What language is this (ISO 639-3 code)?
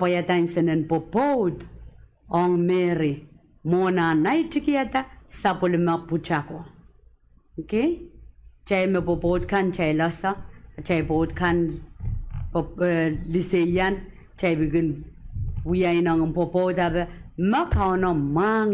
pon